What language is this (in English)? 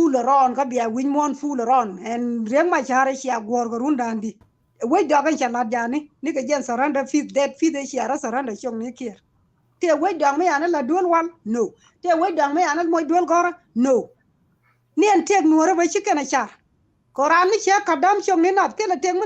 Nuer